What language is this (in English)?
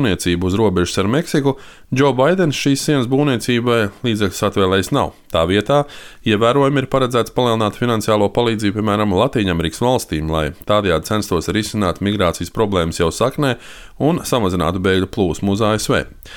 Latvian